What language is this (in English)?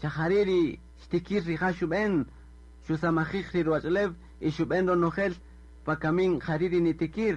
Kaqchikel